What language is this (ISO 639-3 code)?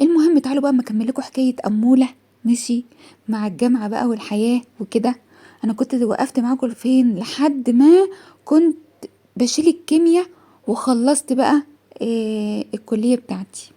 arz